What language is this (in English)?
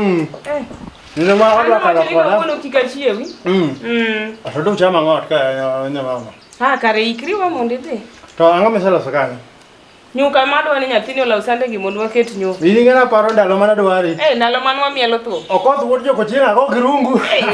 Luo (Kenya and Tanzania)